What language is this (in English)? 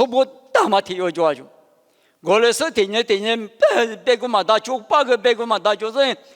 Lisu